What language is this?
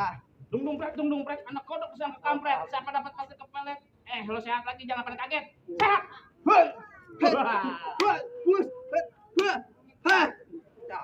Betawi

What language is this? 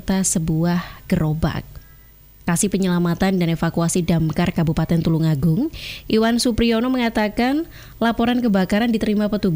Indonesian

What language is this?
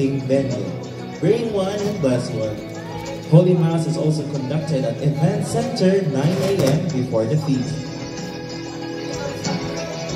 Cebuano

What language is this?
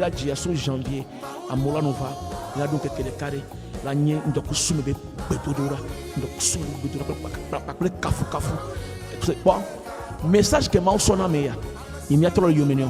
Ewe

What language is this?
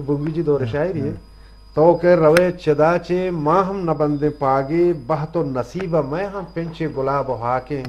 Eastern Balochi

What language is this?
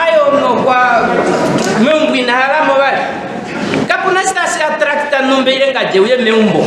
Ndonga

